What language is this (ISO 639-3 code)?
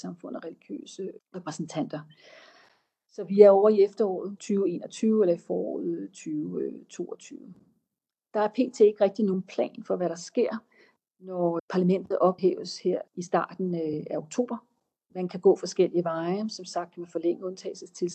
dan